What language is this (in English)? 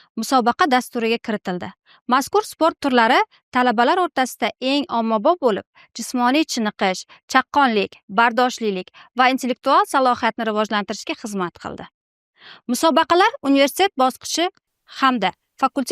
Uzbek